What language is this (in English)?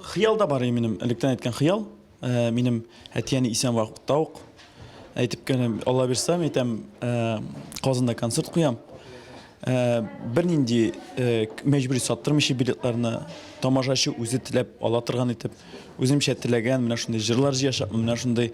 Tatar